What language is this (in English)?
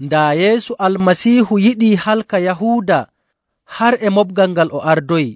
Nigerian Fulfulde